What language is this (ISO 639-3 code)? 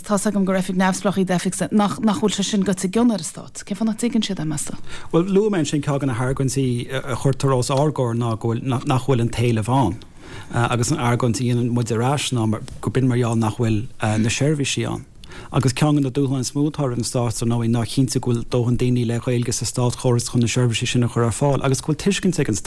gle